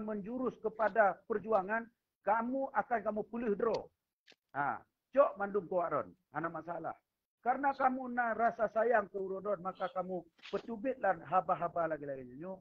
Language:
Achinese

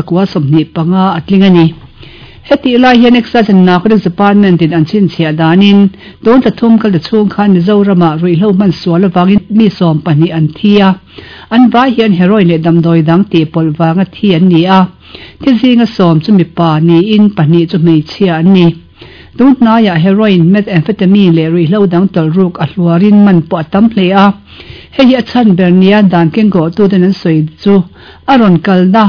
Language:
Mizo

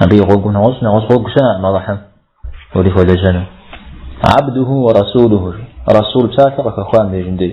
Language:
Kabardian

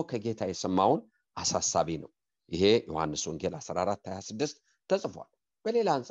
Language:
Amharic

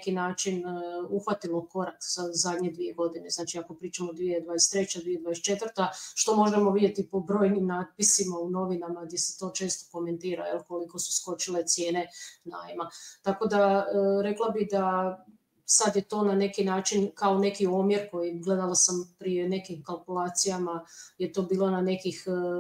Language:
Croatian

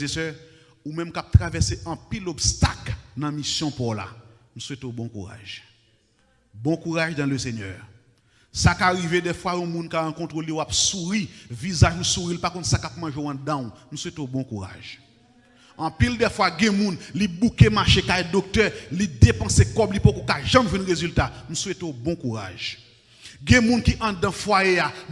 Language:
Haitian Creole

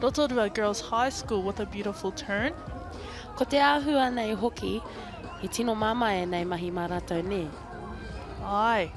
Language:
Māori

